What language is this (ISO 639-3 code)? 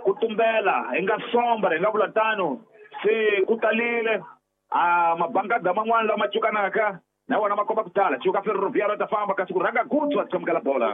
tso